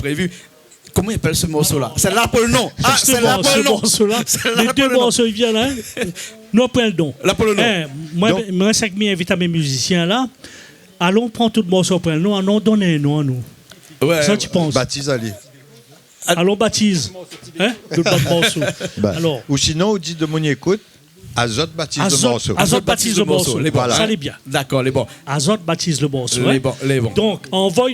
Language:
Réunion Creole French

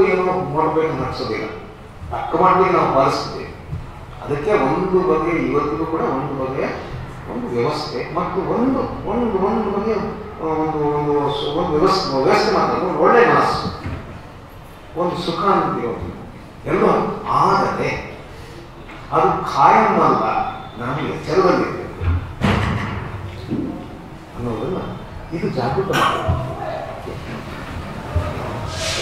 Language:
Kannada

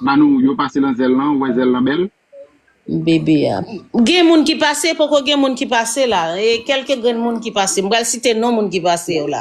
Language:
Haitian Creole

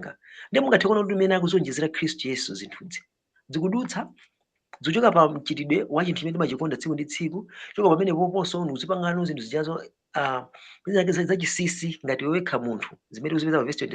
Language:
Nyanja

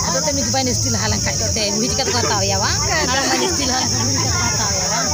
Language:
Santali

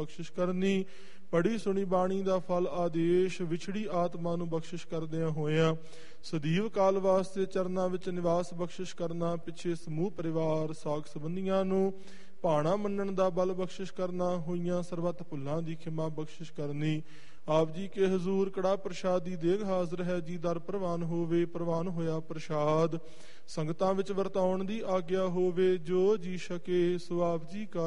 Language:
Punjabi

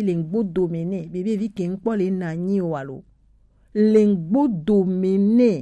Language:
Gen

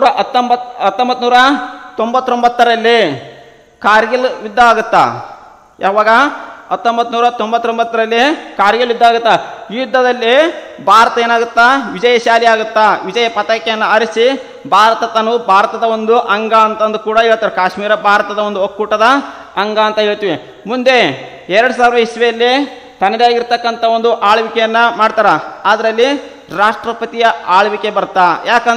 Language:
Kannada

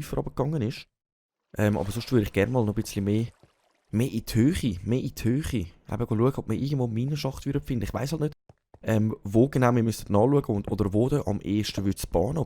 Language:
Swiss German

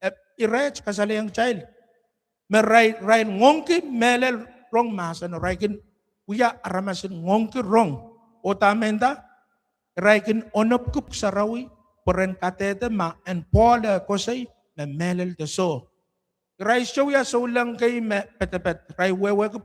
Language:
Pohnpeian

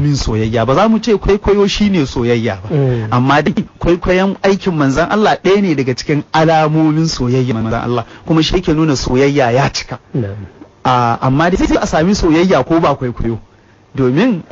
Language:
Hausa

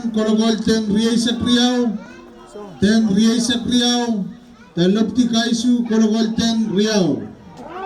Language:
Pohnpeian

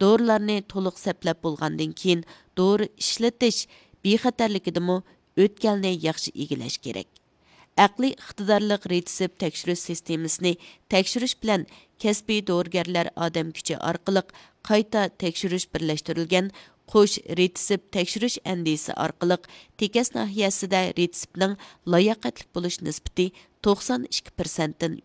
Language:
Uyghur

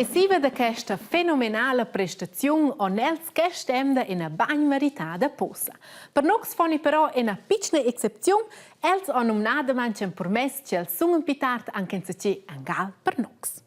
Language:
Romansh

